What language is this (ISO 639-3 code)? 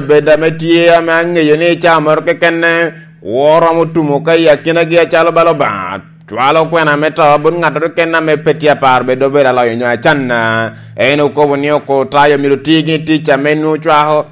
laj